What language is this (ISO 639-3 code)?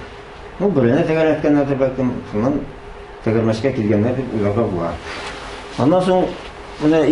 tat